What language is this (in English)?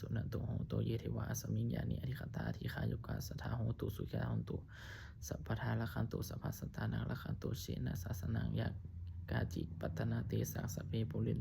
Pali